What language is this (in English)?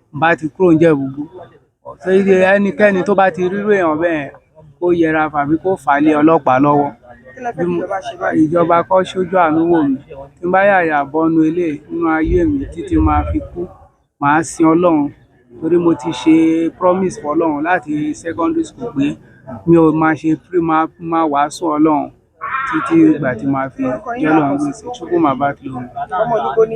Yoruba